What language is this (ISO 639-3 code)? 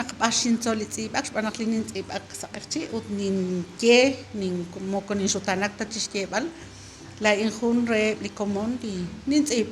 kek